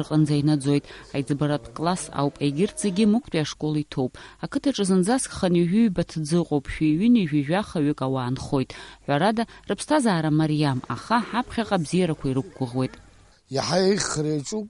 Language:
Abkhazian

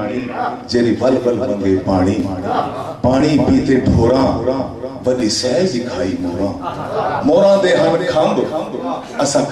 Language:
Saraiki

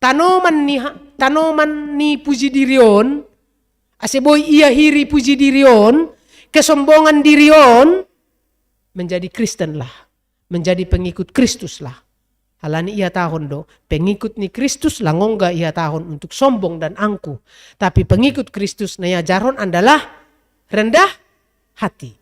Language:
Batak Simalungun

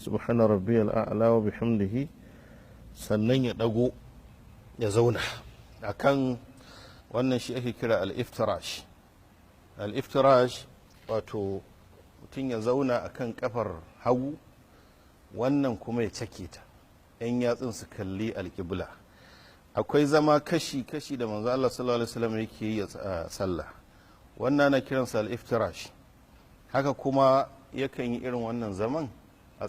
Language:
Hausa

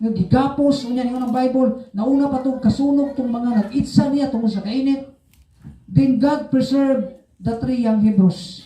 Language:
Cebuano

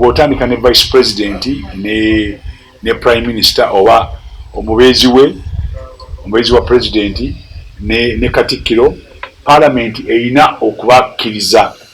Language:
Ganda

